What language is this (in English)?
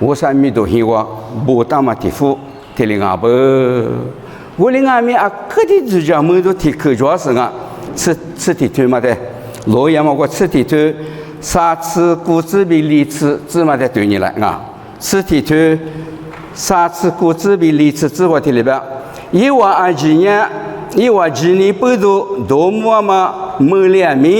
Lisu